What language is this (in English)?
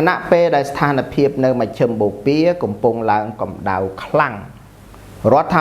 Khmer